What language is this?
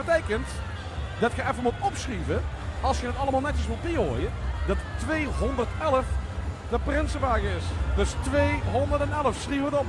Limburgish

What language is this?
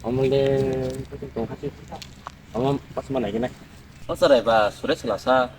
Kok Borok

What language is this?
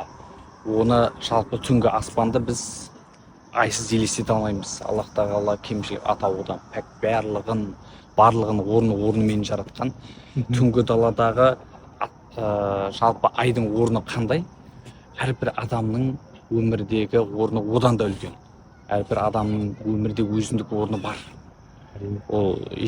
Kazakh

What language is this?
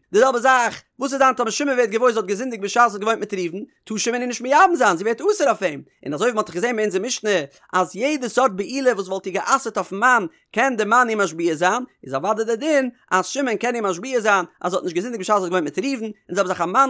Yiddish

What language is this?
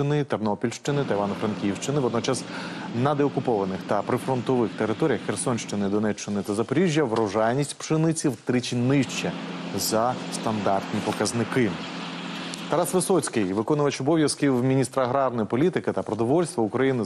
Ukrainian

